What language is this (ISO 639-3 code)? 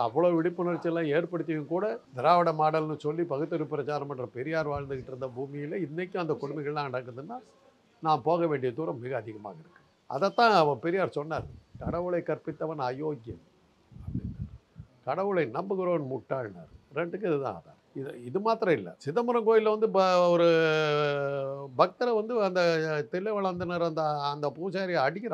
tam